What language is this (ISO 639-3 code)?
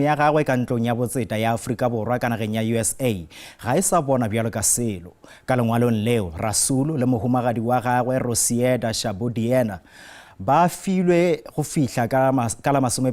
nso